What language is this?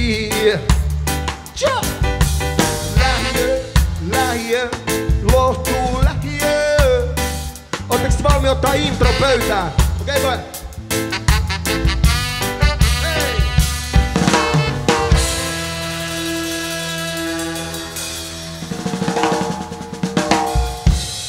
Finnish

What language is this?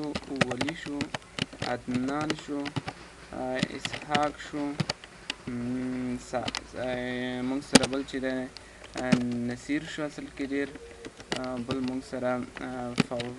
Pashto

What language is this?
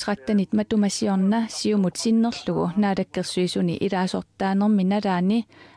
Kalaallisut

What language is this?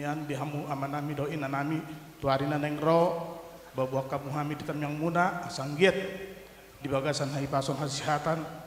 Batak Toba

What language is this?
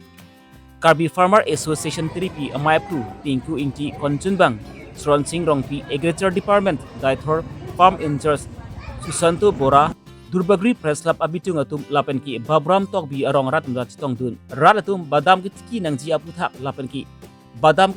Karbi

